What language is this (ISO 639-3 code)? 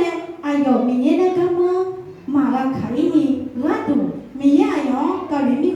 ahk